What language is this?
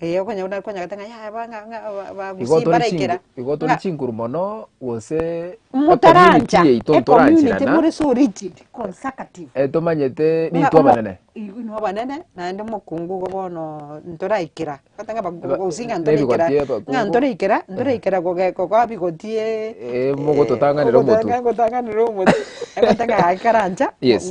Gusii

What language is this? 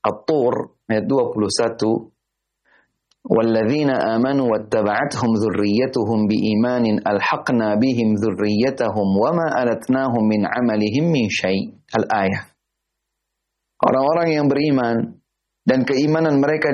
Indonesian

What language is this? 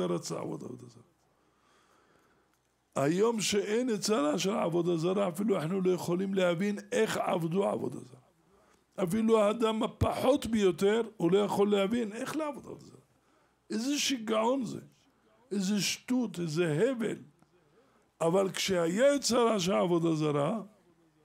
Hebrew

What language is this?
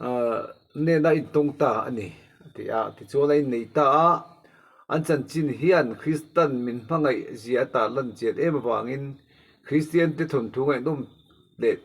Mizo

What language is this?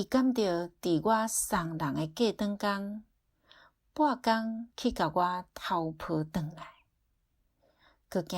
Min Nan Chinese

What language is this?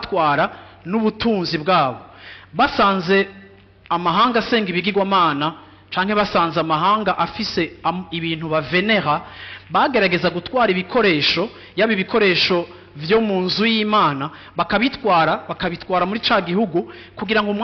Rundi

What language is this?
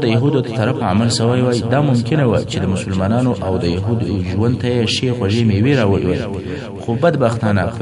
Pashto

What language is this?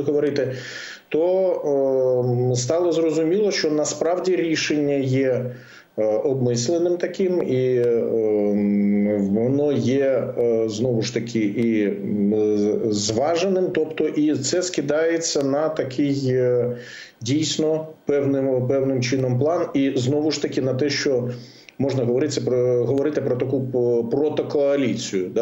Ukrainian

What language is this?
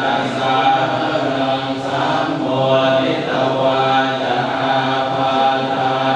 Pali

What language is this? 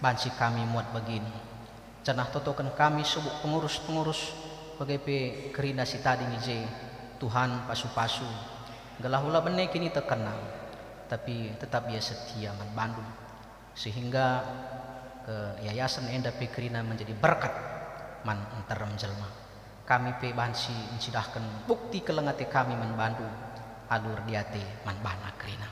Batak Karo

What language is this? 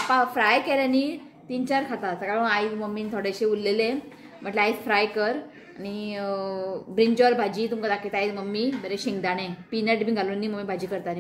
Konkani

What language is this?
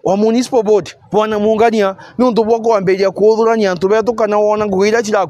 Meru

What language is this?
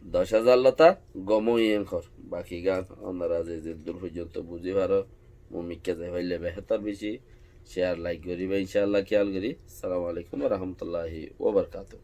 Rohingya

